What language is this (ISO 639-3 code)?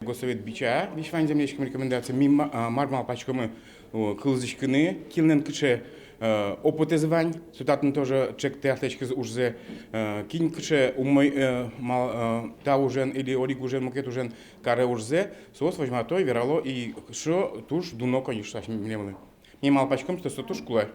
udm